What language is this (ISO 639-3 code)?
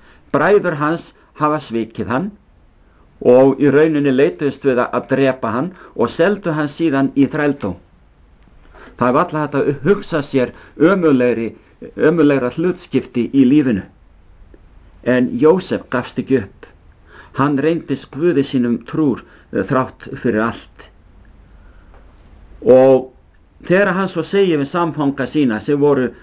isl